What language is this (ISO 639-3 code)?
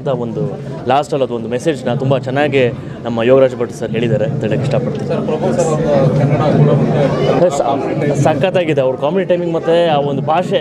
kan